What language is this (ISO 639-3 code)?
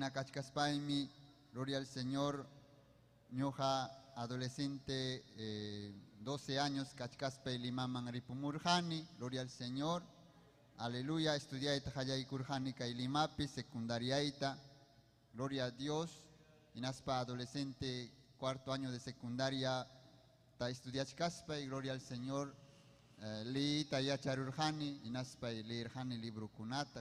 quy